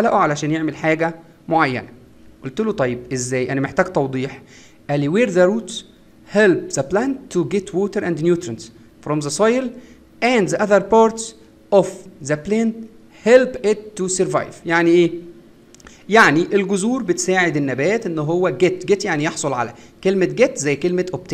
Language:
Egyptian Arabic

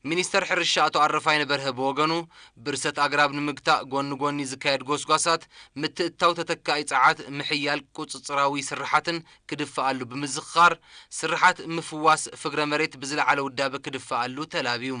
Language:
Tigrinya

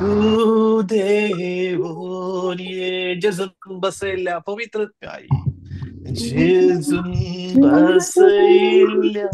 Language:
Konkani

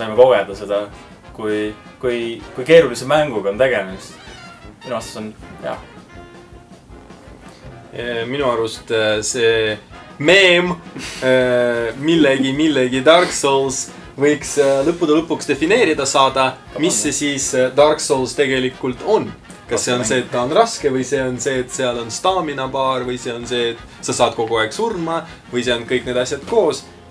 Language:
Estonian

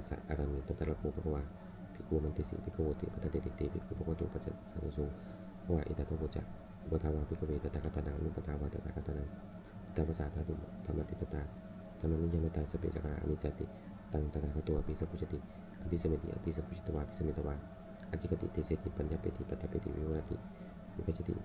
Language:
Pali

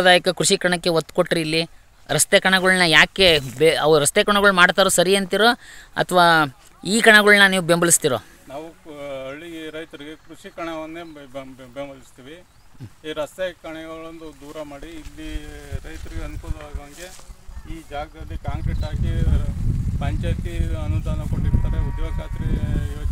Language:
Kannada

